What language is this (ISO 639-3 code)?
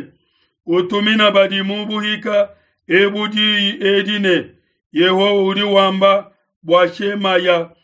lua